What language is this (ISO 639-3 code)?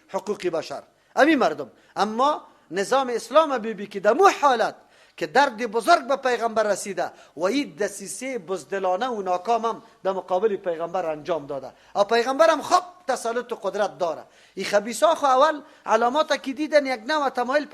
fas